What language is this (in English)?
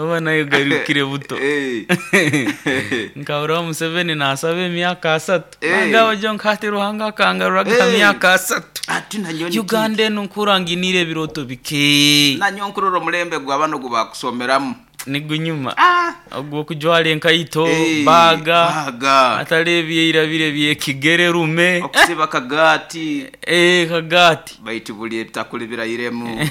Nyoro